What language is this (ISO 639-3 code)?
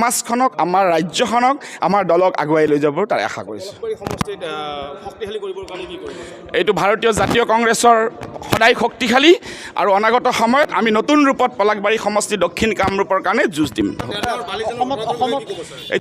asm